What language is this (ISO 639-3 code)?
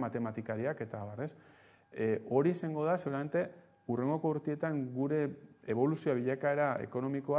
eus